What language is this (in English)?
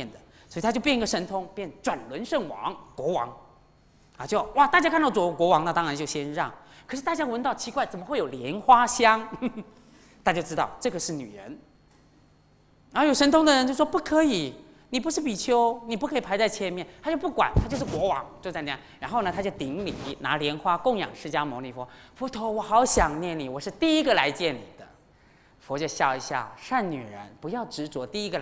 Chinese